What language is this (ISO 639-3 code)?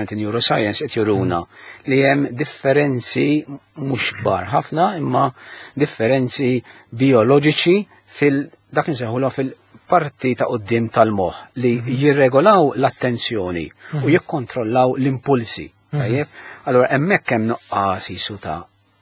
mlt